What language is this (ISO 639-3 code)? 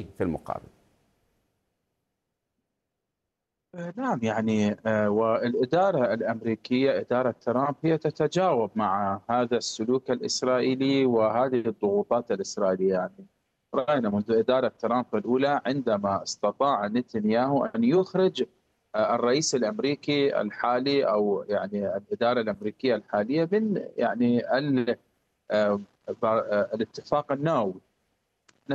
ara